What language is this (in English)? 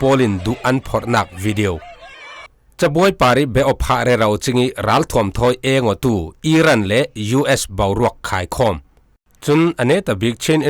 Falam Chin